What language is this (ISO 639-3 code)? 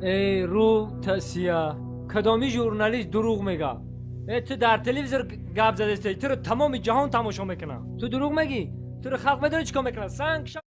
tgk